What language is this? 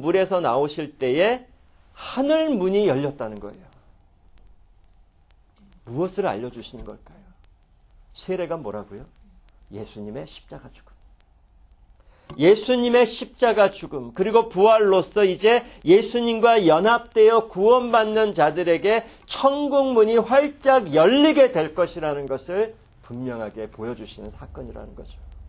Korean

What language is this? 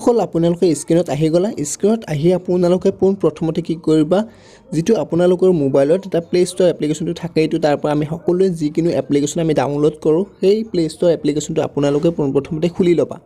Assamese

